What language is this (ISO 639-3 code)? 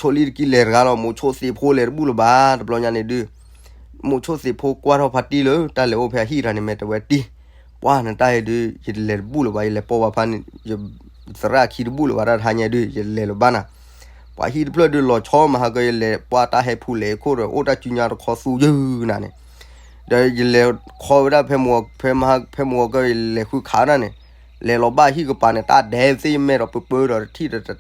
ksw